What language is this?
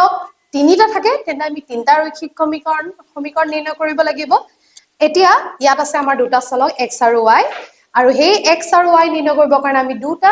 Assamese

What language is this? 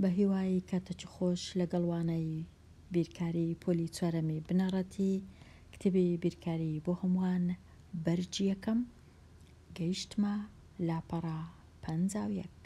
Central Kurdish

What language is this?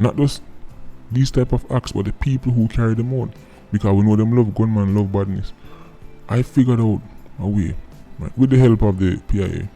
Jamaican Creole English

